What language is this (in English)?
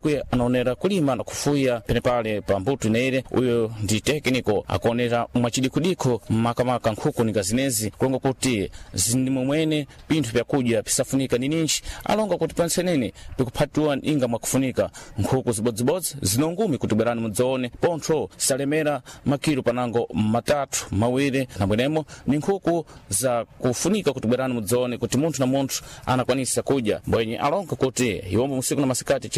Sena